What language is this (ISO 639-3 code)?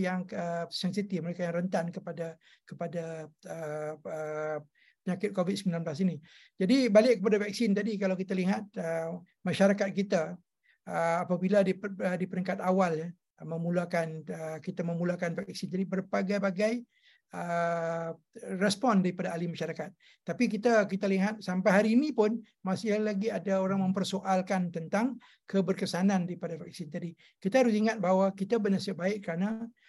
msa